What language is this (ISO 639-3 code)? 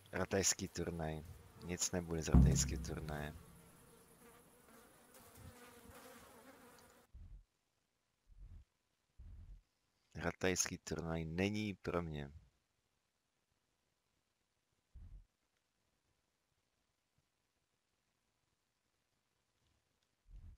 ces